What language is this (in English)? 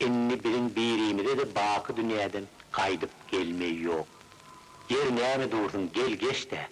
Turkmen